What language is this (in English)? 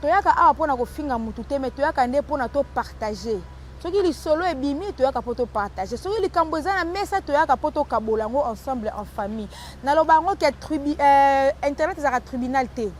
Lingala